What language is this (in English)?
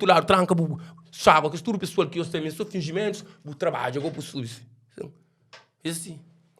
Kabuverdianu